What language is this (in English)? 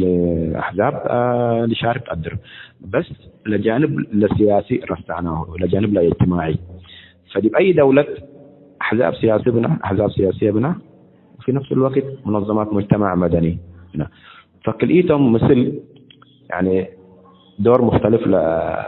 Tigre